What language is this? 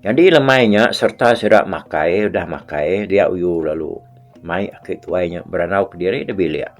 Iban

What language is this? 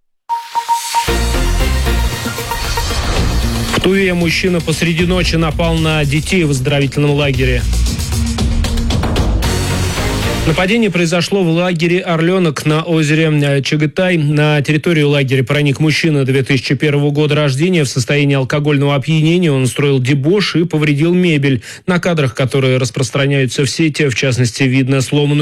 Russian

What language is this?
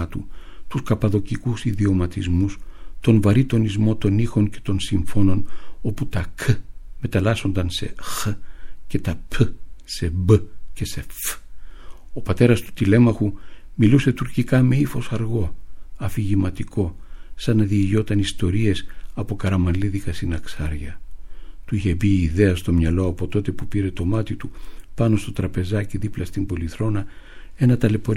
Greek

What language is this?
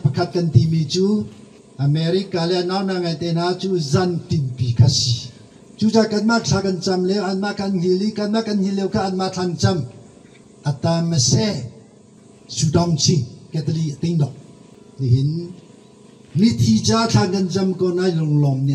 Hakha Chin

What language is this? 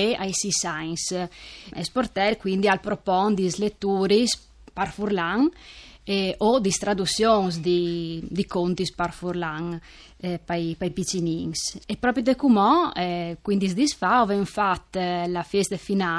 Friulian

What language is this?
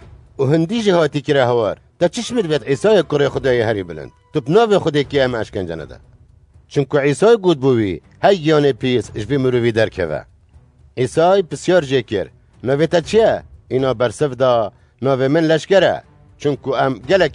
Kurdish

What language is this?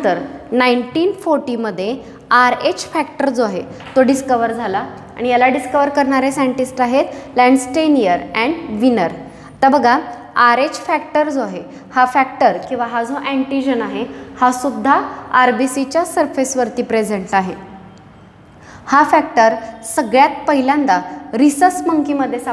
Marathi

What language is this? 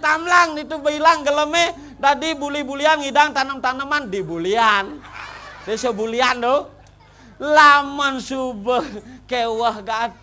Balinese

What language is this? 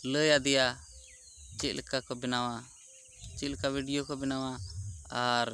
Santali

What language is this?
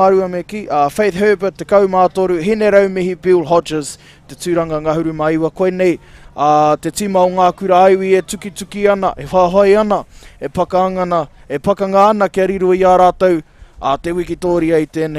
Māori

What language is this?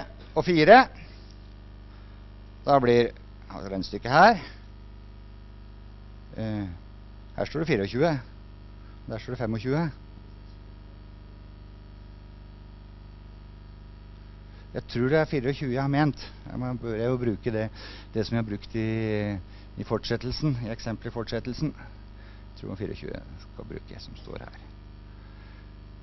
Norwegian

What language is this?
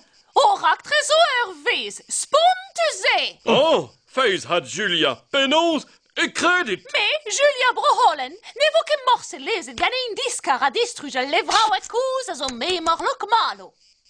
Breton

